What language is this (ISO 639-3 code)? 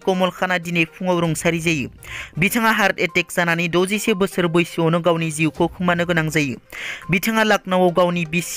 brx